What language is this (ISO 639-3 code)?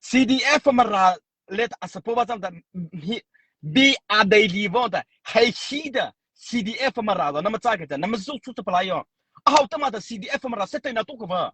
mrh